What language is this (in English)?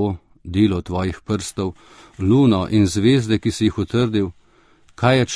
Slovenian